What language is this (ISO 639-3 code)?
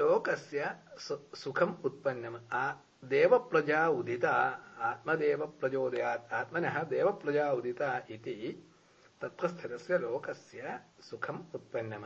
san